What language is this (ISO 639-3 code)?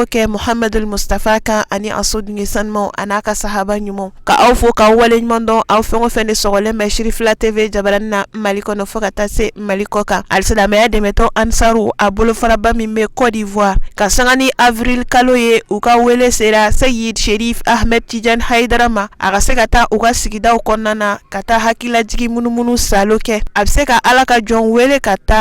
bam